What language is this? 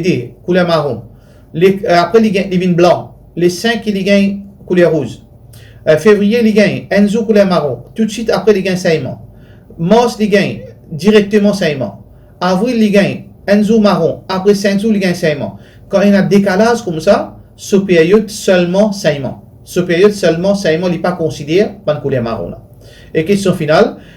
Morisyen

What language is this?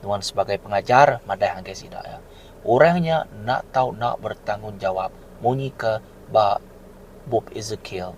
Iban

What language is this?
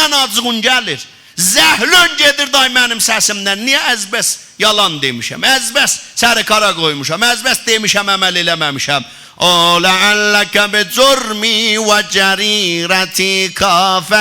South Azerbaijani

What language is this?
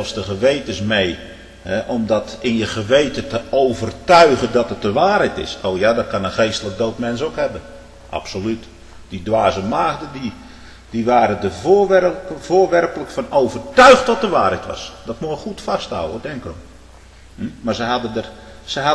Dutch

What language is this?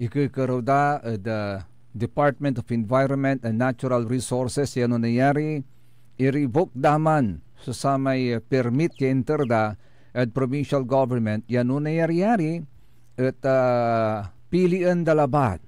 Pangasinan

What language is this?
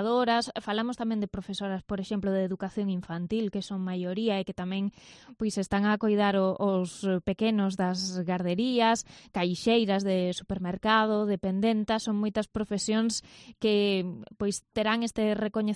Galician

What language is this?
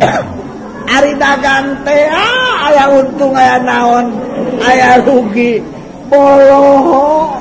Sundanese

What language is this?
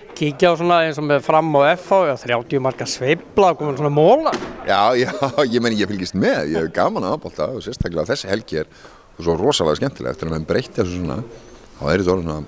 Icelandic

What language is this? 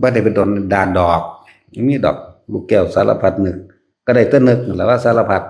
Northeastern Thai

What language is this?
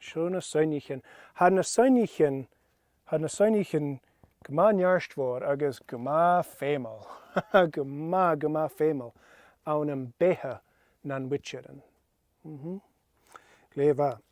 Scottish Gaelic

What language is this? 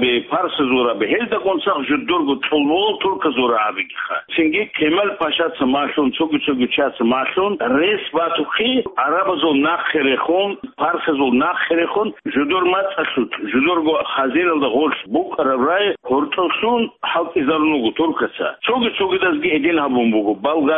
Avaric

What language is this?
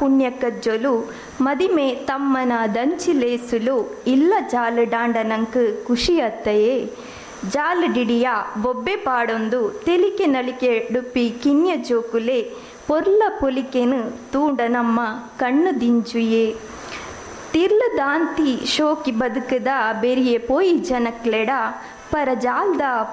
Tulu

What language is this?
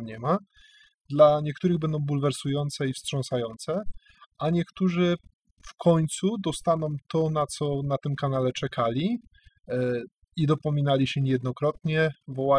Polish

